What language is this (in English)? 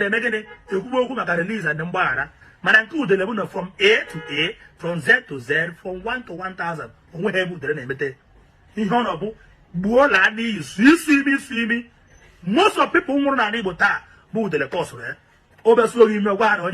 Igbo